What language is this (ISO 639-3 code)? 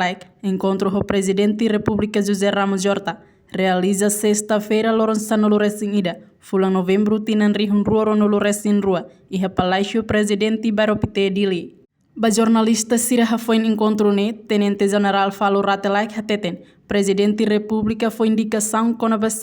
tet